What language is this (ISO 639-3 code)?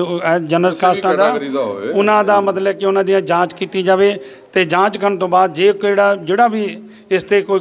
pan